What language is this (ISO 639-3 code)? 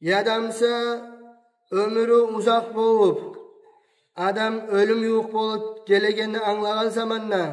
kum